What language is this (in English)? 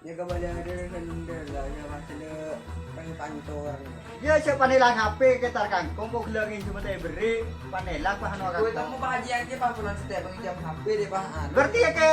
Madurese